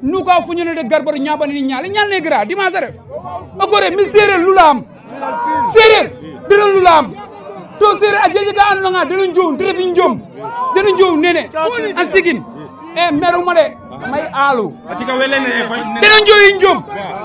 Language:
Wolof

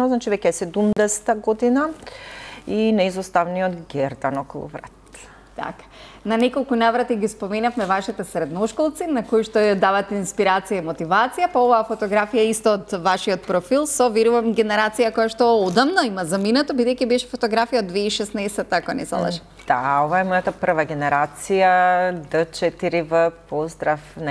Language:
Macedonian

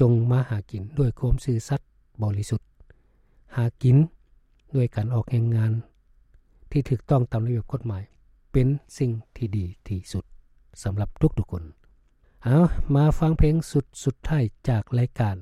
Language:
Lao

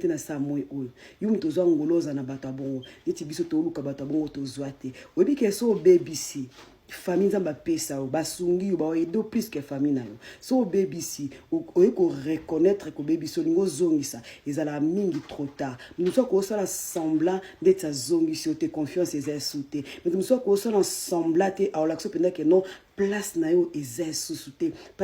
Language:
Lingala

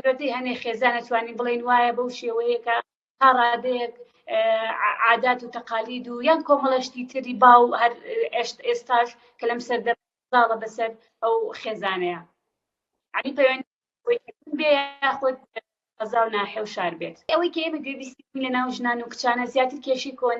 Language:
Central Kurdish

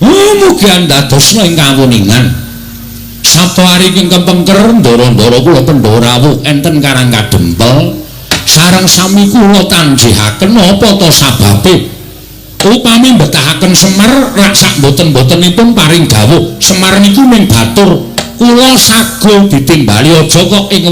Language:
Javanese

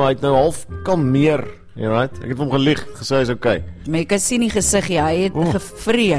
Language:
Afrikaans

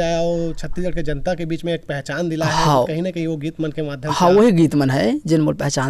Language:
Chhattisgarhi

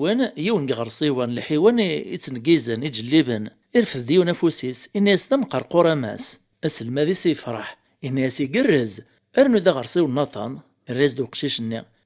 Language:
Kabyle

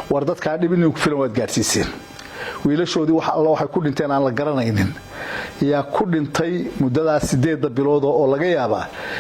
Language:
Somali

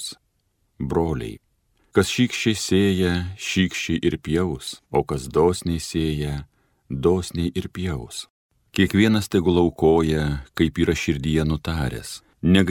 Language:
Lithuanian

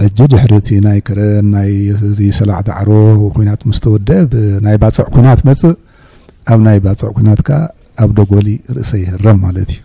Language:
Tigrinya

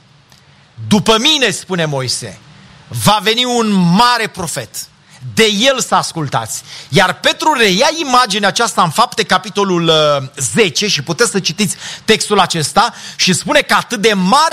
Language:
Romanian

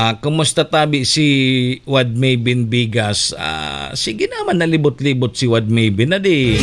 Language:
Bikol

